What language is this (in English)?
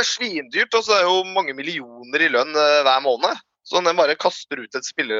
Norwegian